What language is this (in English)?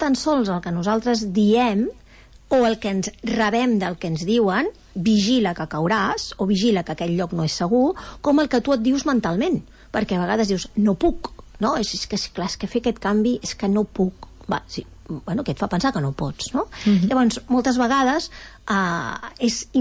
Catalan